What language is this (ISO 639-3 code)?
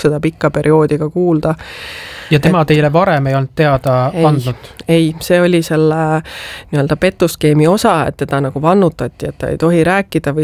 est